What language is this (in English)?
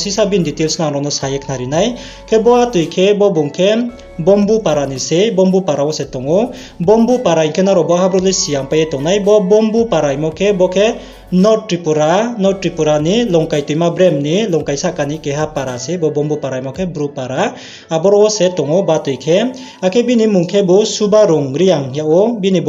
Riang (India)